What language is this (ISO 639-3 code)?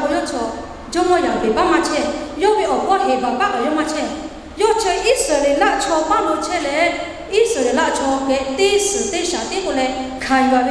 lhu